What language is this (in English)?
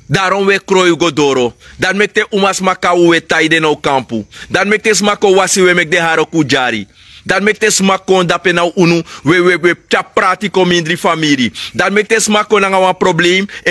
Sranan Tongo